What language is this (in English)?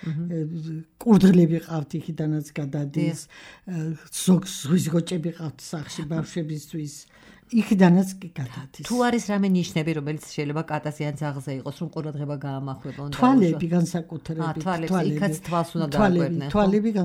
Georgian